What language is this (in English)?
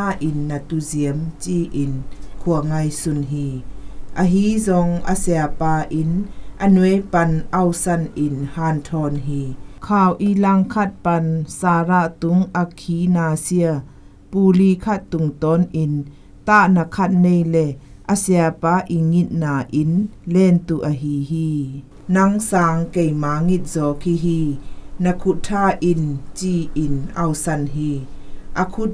Zou